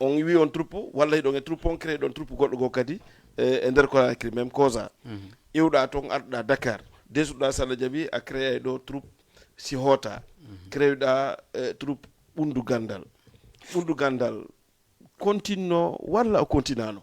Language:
Fula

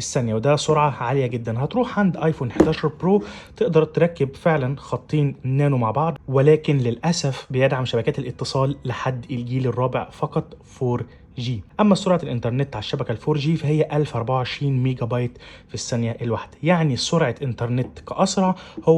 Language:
Egyptian Arabic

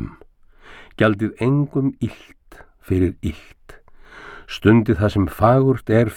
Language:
Icelandic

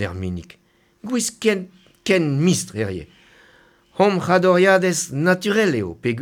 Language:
Breton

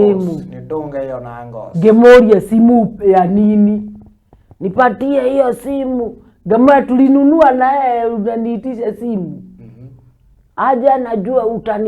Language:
Kikuyu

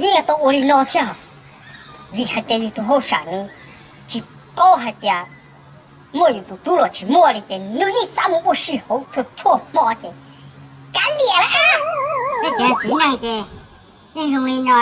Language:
Hmong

